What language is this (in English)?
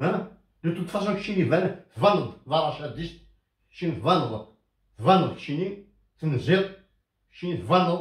Kabyle